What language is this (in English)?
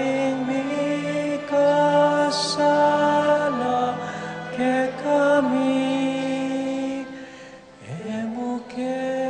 Pampanga